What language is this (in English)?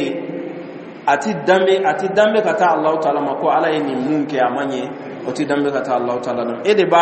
Dyula